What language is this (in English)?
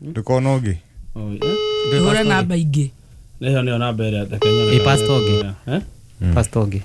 Kikuyu